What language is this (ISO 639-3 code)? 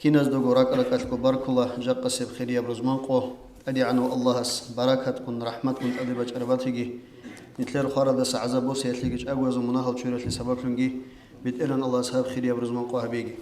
ava